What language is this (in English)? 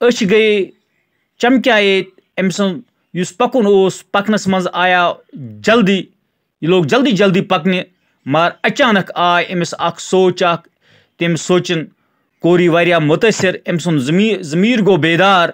Kashmiri